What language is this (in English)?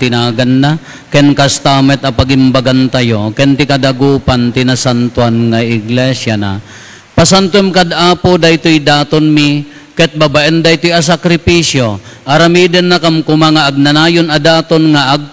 Iloko